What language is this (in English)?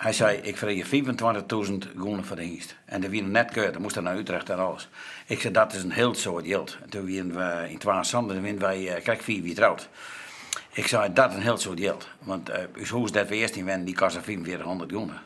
Western Frisian